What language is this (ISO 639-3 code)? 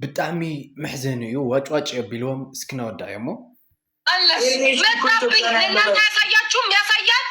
tir